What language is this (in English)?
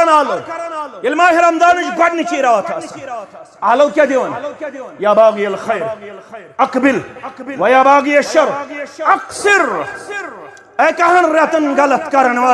Kashmiri